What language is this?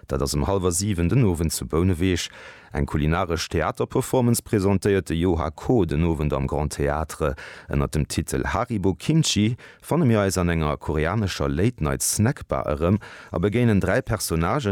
Luxembourgish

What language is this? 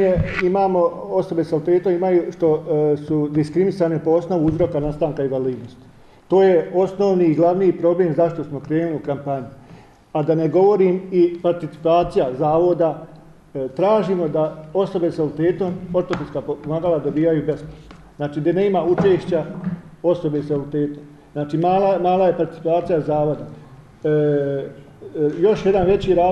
Bosnian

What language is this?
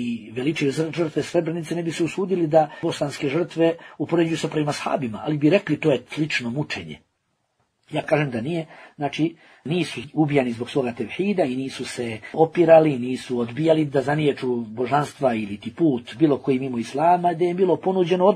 Bosnian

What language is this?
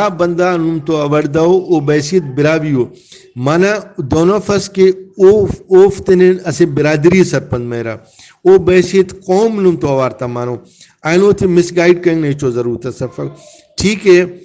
Brahui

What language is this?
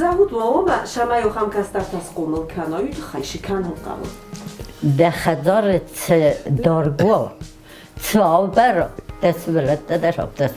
Ossetic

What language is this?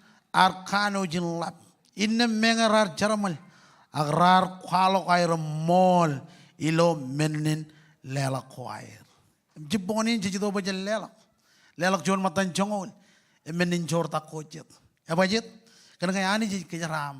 Marshallese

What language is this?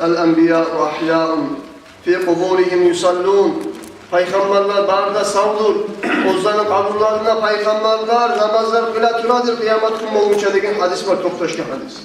Kumyk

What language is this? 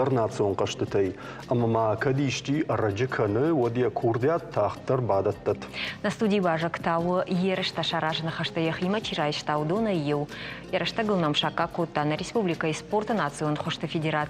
Ossetic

